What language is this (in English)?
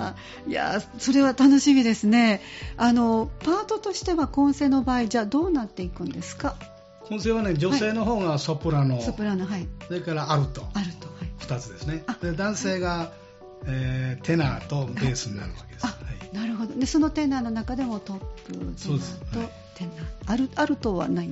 Japanese